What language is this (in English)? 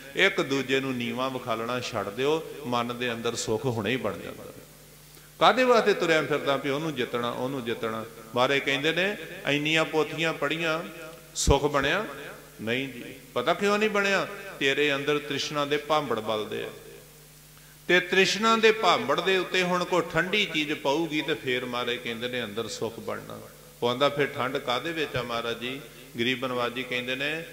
Punjabi